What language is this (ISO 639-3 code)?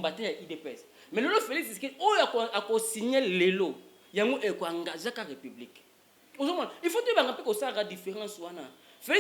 lin